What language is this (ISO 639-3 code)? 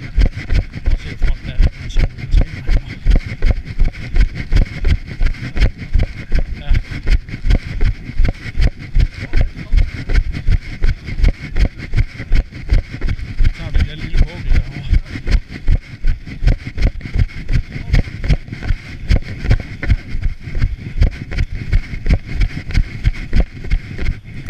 dan